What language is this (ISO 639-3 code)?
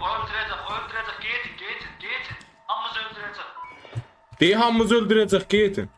azb